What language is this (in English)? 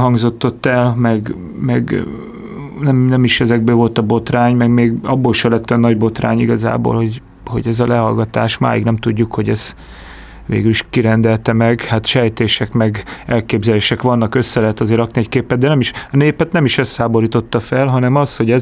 Hungarian